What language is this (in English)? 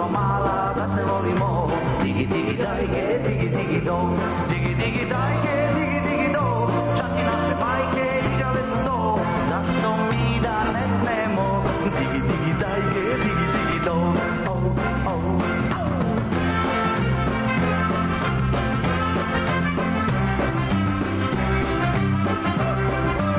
Serbian